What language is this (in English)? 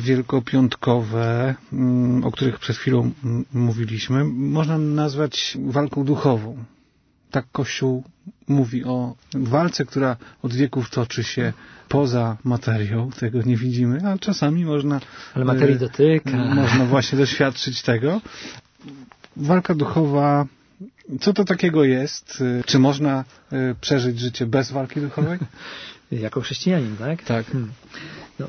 Polish